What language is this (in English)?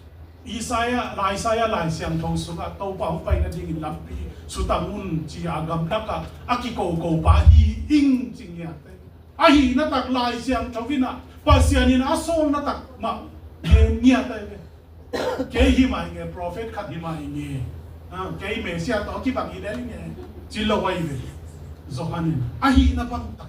Tedim Chin